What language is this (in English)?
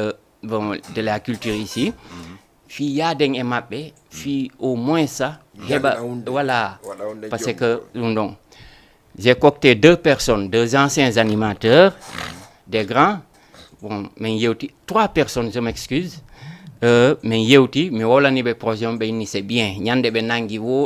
Fula